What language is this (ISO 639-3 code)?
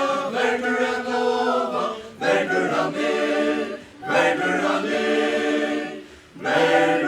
fao